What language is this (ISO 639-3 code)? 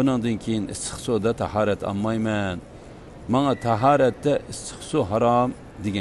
uig